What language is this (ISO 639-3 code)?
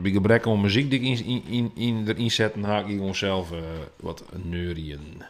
fry